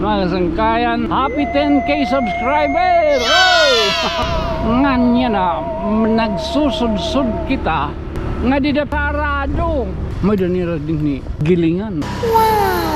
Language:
Waray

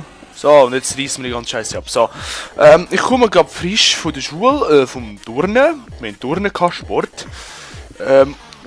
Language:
Swiss German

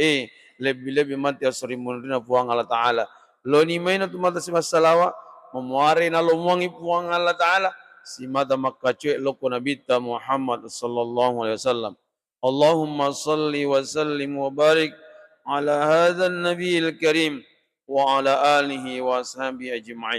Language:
Buginese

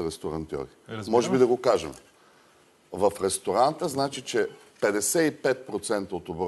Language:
Bulgarian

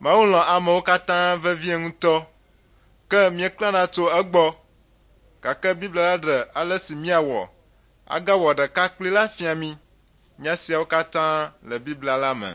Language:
Ewe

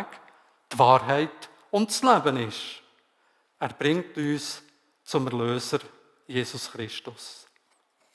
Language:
Swiss German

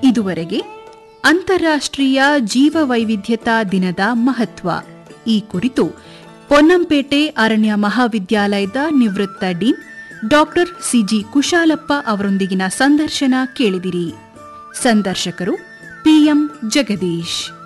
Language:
Kannada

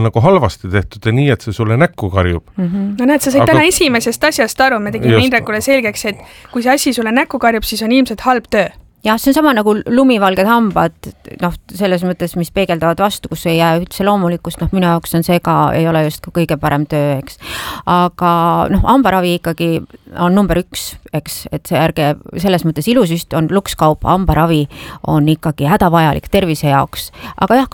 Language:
Estonian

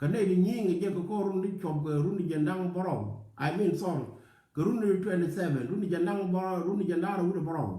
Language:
Nuer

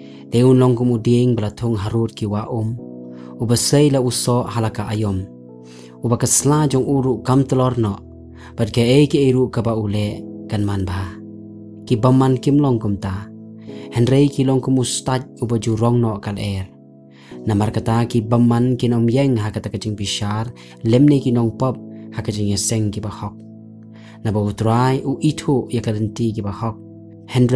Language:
Khasi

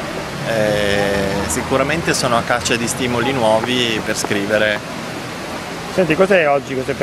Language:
Italian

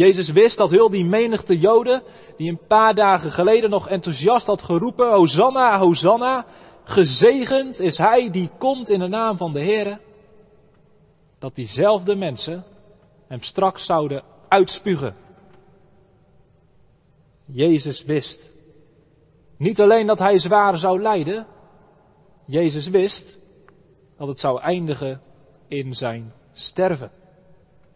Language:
Dutch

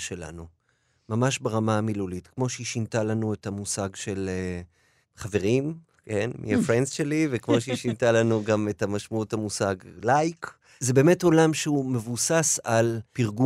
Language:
Hebrew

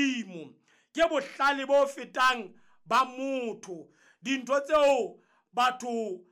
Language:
Southern Sotho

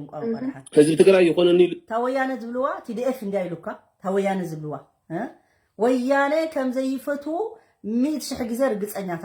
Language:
Tigrinya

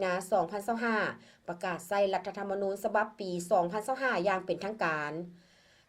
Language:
Lao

